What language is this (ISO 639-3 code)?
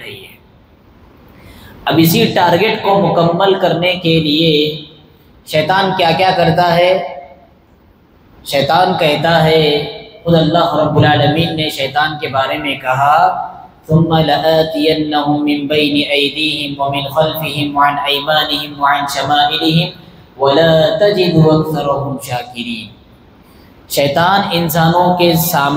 urd